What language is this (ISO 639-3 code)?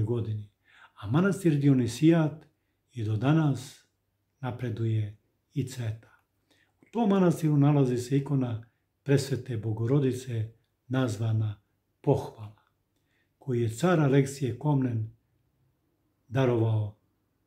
srp